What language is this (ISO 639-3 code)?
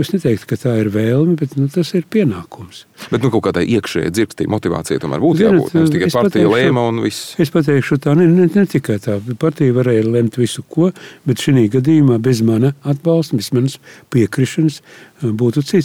lav